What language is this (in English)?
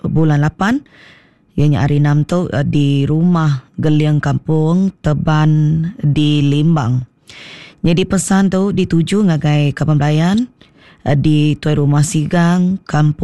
Iban